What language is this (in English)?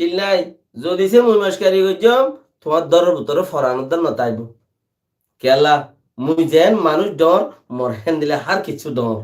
Rohingya